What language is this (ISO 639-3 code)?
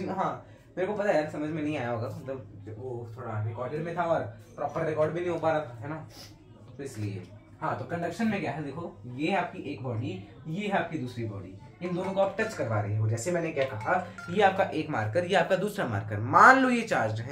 hin